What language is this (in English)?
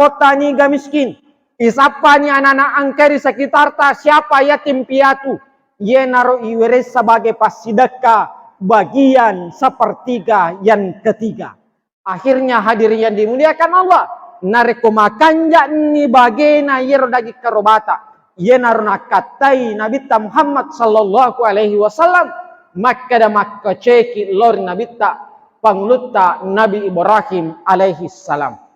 Buginese